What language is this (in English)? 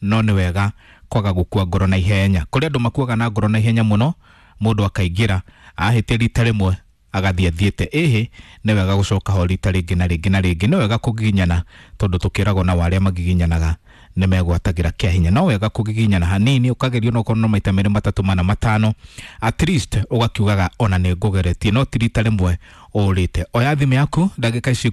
Kikuyu